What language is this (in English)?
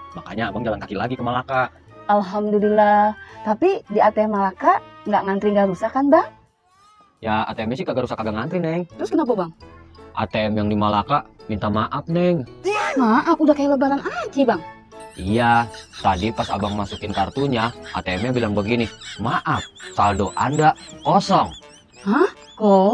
Betawi